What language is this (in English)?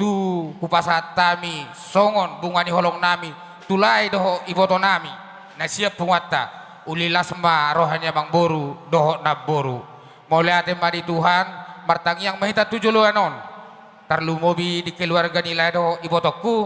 Batak Toba